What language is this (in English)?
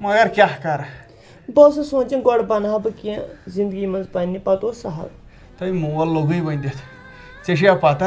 Kashmiri